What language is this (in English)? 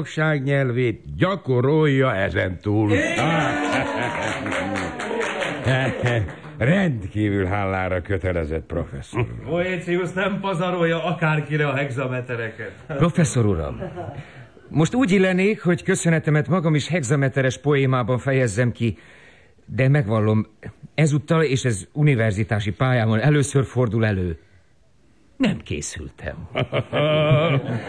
Hungarian